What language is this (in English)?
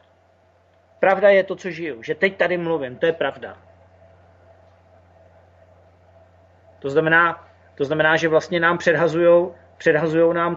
Czech